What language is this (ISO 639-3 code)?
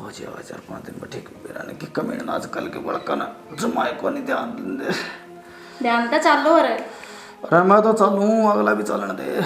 bgc